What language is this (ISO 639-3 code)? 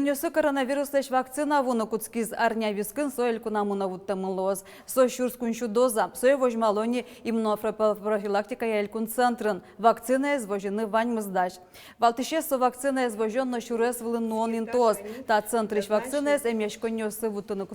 udm